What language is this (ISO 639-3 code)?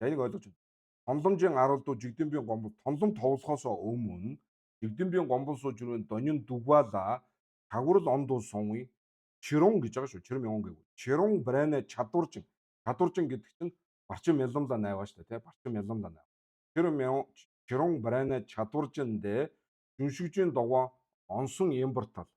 mon